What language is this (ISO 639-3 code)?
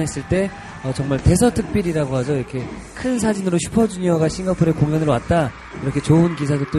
kor